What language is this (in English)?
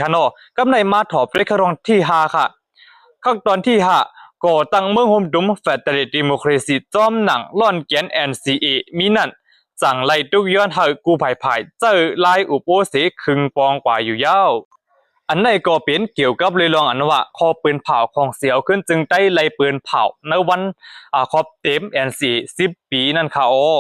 Shan